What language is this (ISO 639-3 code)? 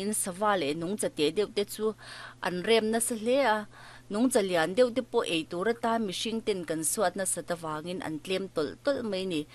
lus